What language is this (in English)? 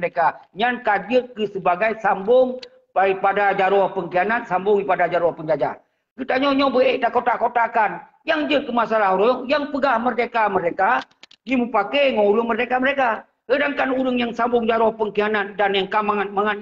Achinese